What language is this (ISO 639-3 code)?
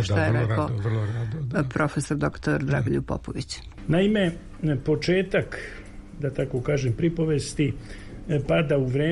srp